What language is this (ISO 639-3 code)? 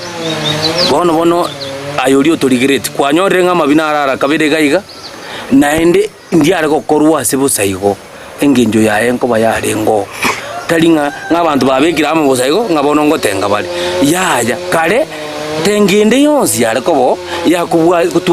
guz